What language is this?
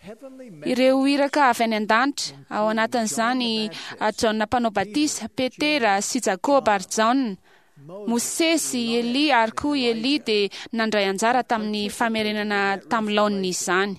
Malagasy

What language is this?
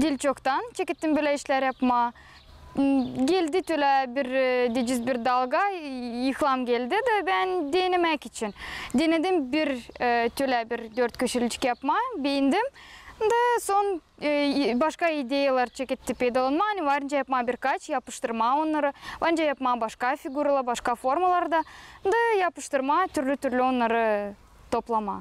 Gagauz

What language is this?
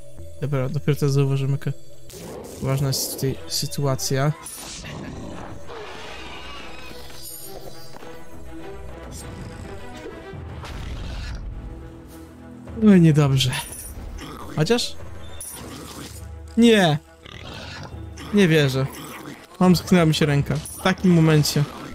Polish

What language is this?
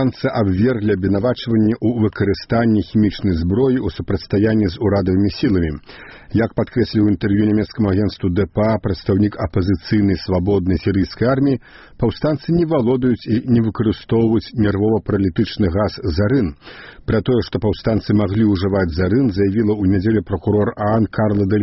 Belarusian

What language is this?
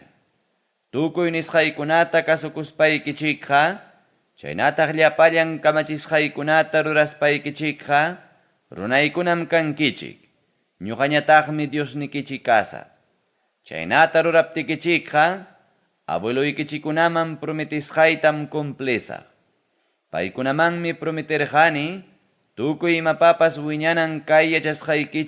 Ayacucho Quechua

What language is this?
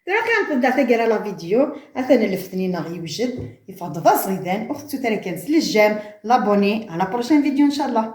Kabyle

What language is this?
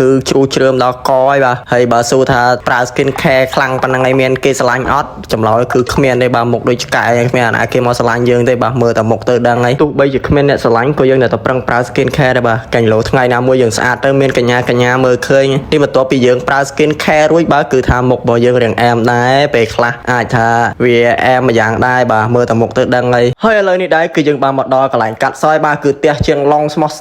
Khmer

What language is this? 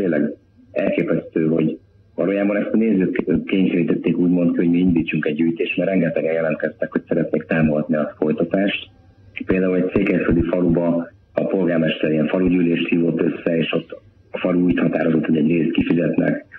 Hungarian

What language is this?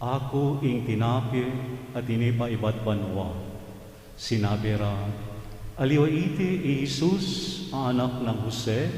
Pampanga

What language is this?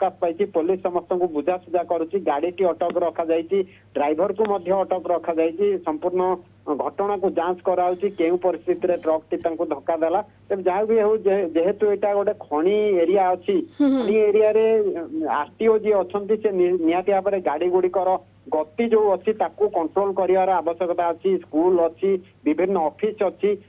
Odia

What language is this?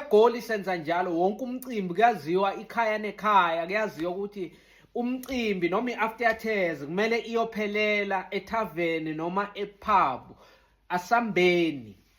Zulu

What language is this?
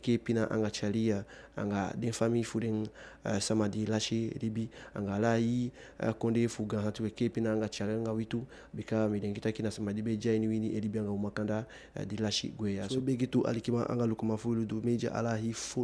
Eastern Maroon Creole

